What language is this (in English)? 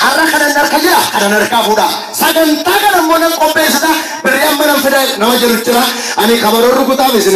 Oromo